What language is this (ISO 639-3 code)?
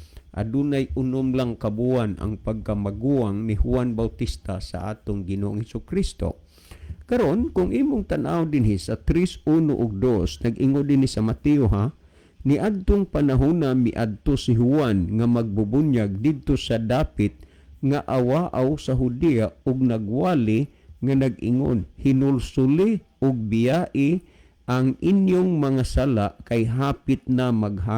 ceb